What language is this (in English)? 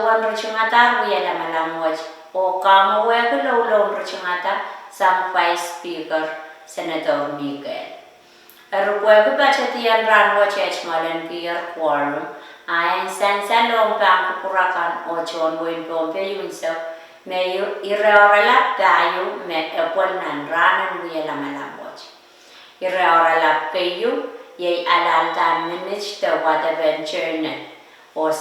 Pohnpeian